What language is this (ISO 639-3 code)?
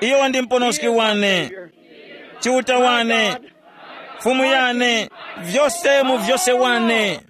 tum